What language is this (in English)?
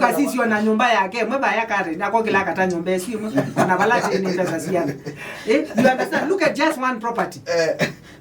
Kamba